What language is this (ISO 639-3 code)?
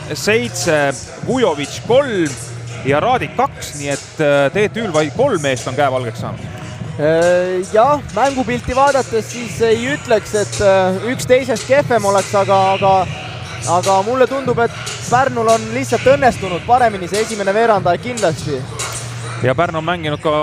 est